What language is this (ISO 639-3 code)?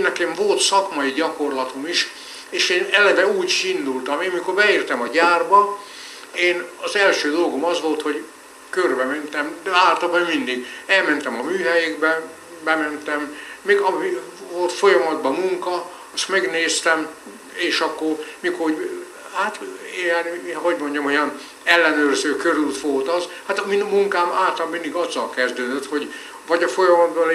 hun